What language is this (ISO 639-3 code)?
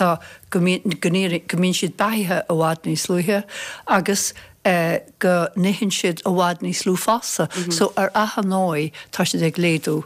gle